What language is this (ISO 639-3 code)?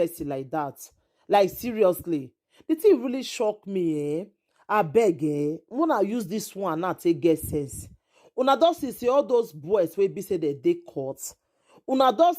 pcm